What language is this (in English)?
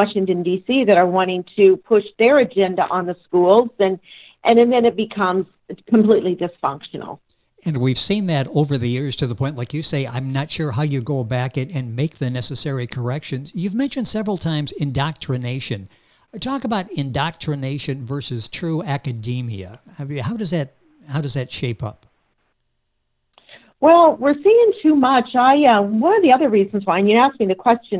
English